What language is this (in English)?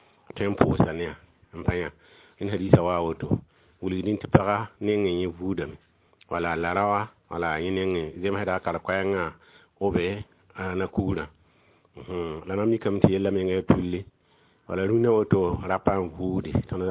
Mossi